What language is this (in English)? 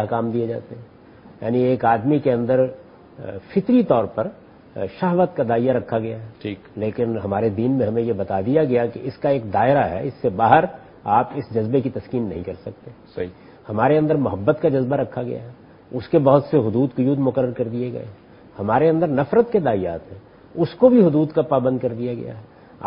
Urdu